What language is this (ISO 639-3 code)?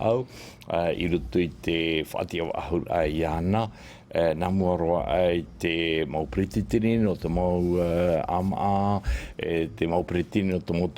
tah